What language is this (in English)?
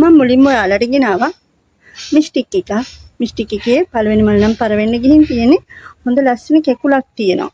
Sinhala